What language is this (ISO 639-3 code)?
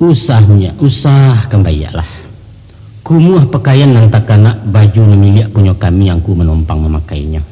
min